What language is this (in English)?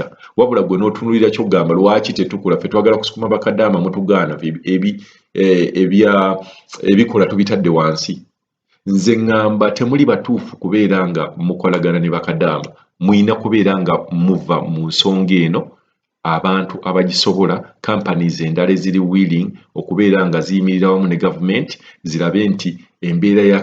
Ganda